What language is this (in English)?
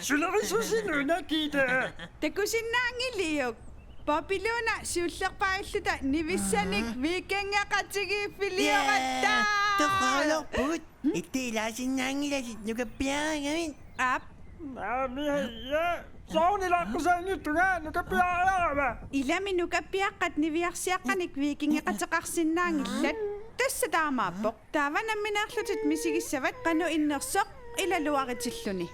Kalaallisut